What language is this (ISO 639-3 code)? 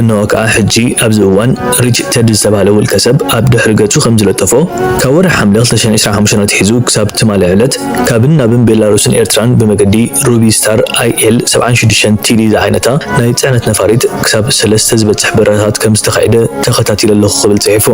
tir